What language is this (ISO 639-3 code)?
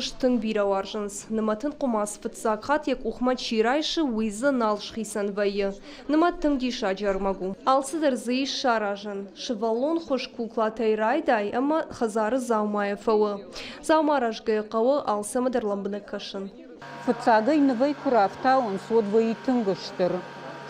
oss